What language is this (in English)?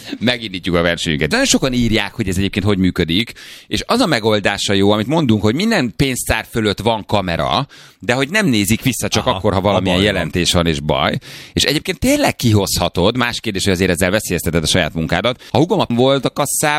Hungarian